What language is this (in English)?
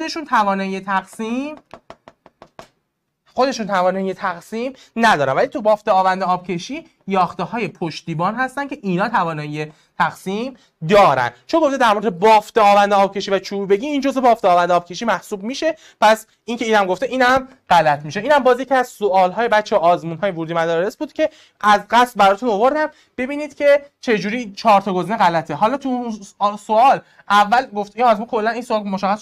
Persian